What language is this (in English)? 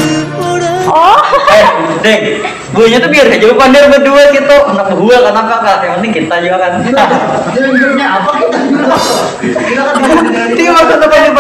Banjar